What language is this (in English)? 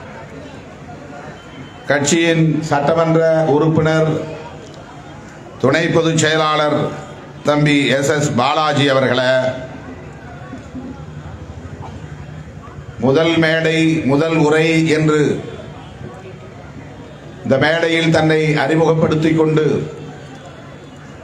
Tamil